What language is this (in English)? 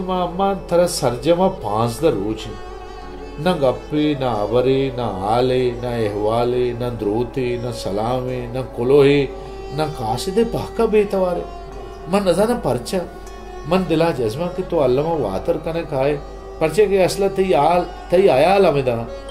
Baluchi